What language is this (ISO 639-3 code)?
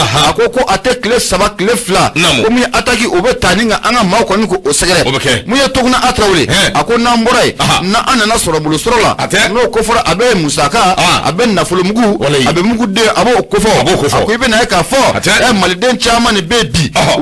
bam